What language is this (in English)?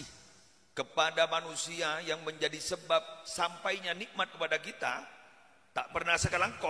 Madurese